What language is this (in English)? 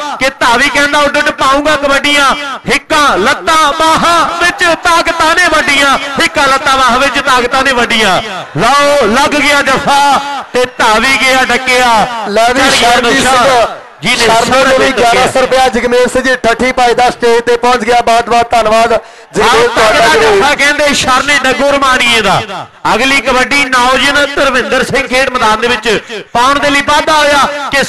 Punjabi